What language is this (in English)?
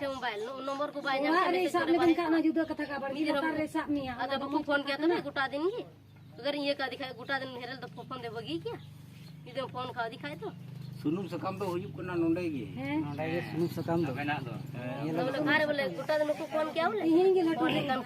Santali